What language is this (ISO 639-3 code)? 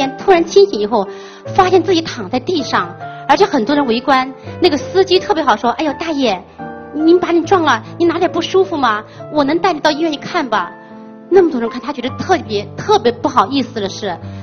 zho